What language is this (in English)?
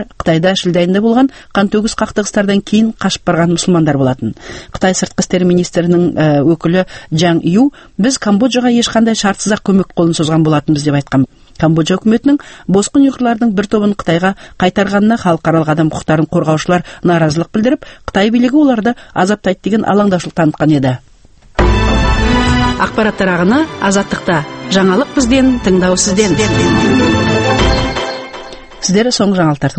Kazakh